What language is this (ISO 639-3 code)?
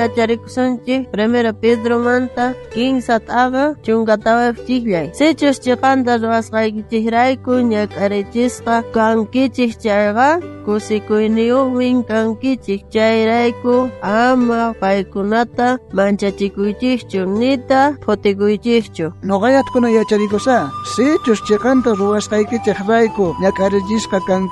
quh